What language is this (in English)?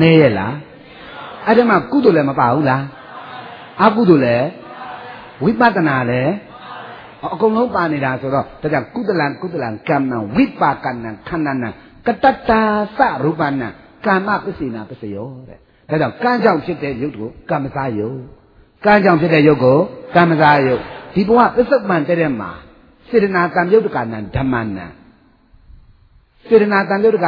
Burmese